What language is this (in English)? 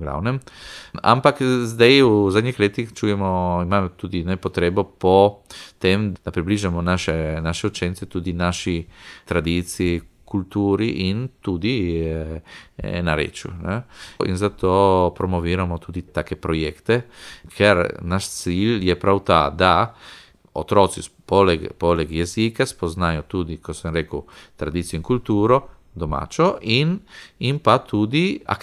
Slovenian